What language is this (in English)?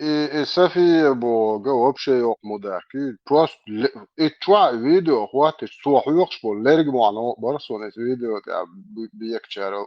Chechen